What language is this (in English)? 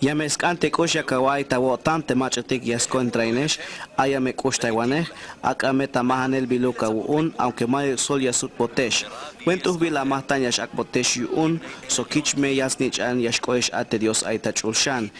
Tzeltal